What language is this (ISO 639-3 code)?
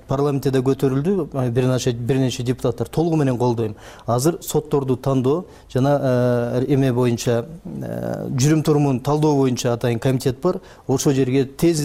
kir